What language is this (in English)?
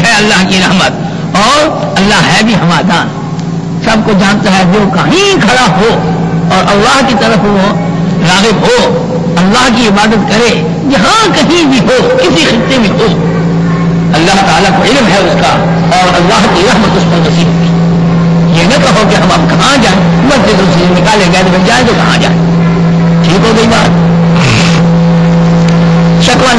Urdu